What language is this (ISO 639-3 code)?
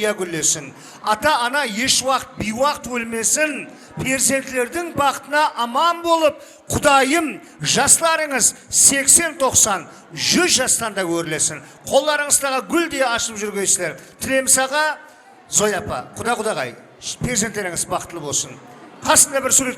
kaa